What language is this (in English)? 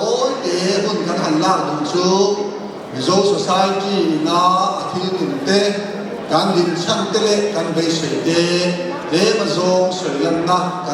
Mizo